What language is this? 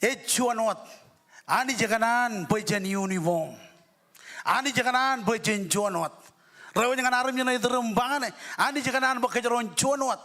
Marshallese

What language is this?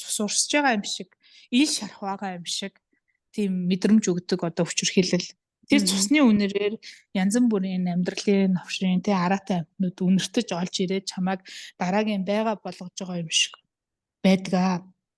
Mongolian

